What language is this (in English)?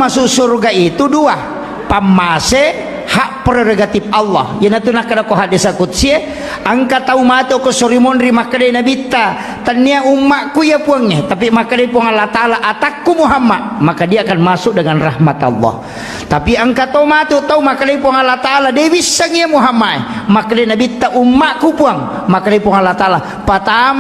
Buginese